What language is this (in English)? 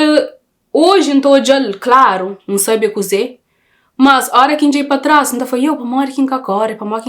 Kabuverdianu